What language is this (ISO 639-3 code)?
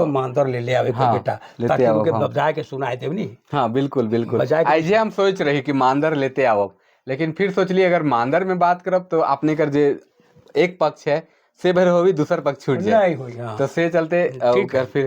sck